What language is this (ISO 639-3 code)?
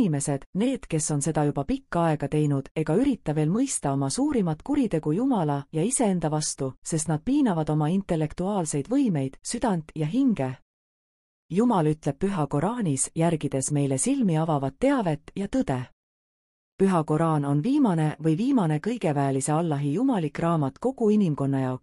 est